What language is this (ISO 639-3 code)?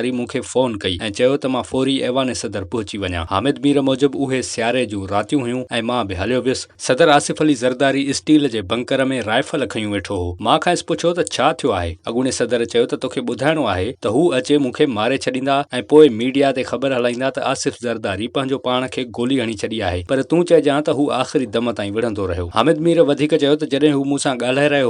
snd